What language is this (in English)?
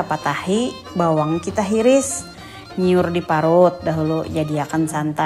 Banjar